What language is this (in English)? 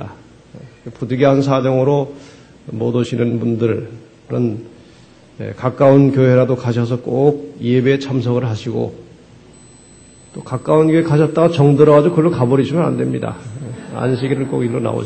Korean